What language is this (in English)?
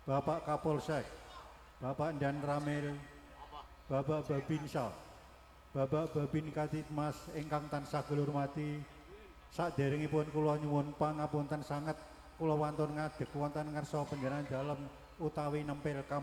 Javanese